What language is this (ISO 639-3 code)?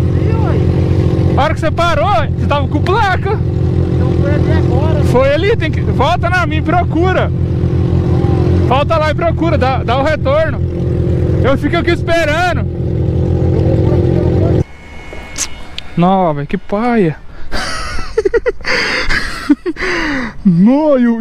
por